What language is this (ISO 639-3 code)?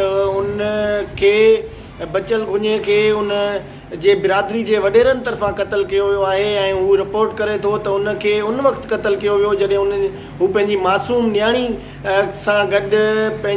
snd